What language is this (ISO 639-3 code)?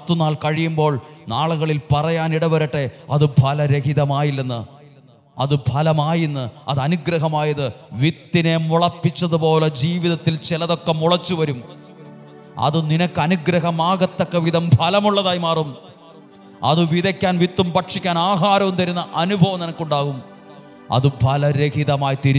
mal